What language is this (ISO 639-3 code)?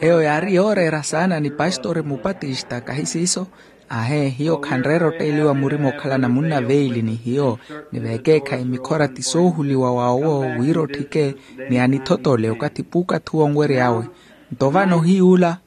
vmw